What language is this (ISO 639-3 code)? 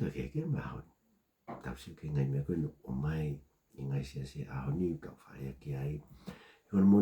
ton